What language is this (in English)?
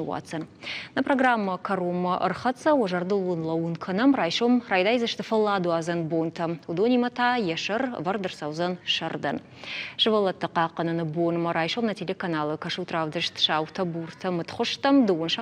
Ossetic